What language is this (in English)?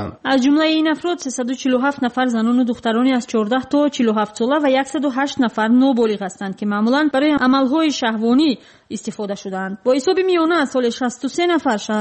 Tajik